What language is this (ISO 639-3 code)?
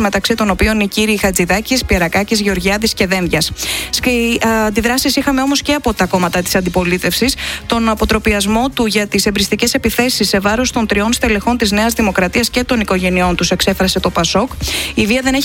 ell